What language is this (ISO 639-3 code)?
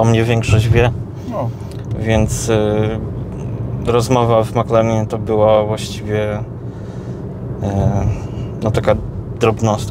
pol